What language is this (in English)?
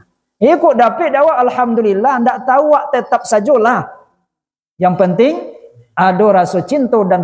Minangkabau